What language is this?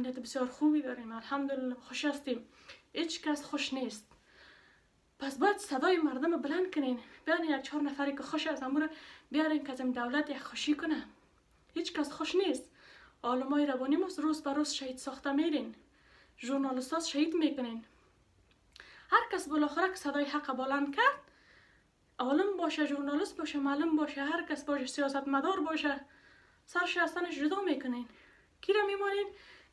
Persian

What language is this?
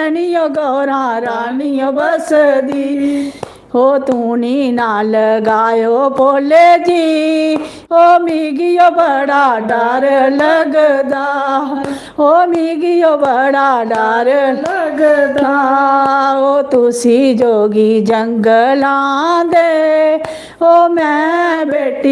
Dogri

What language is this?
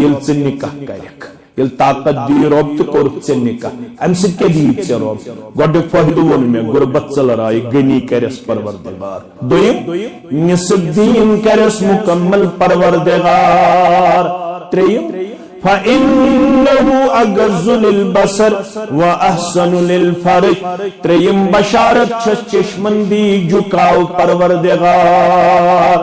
Kashmiri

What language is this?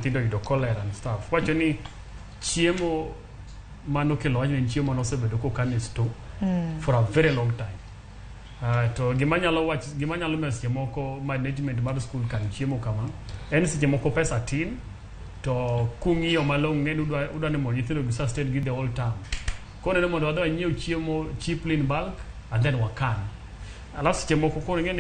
Luo (Kenya and Tanzania)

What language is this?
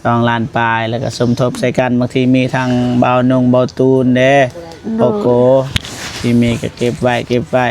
Lao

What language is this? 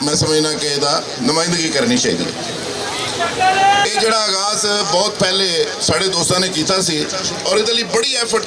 Western Panjabi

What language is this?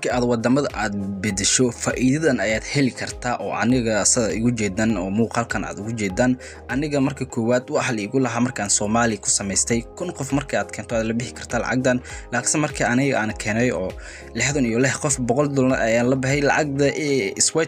Somali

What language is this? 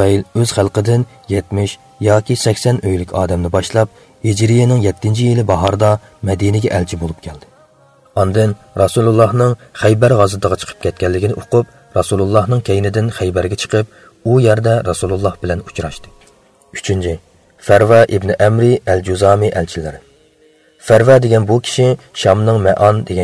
Uyghur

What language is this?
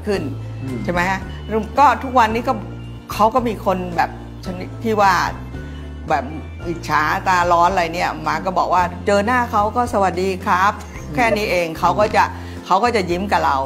Thai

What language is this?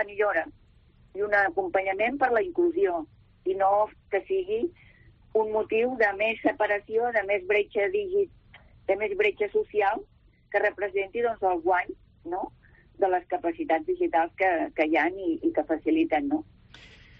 Catalan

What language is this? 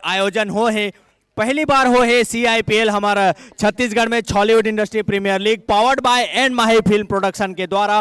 Chhattisgarhi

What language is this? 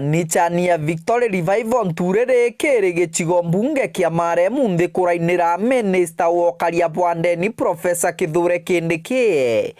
Meru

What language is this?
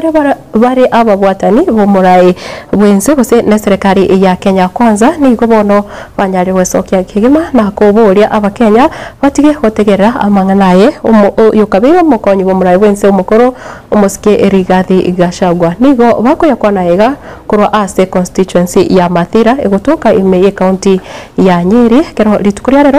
Gusii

